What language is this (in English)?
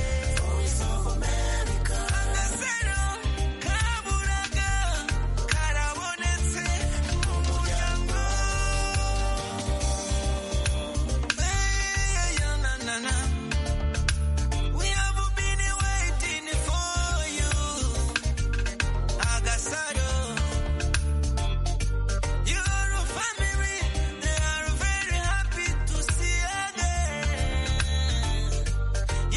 Kinyarwanda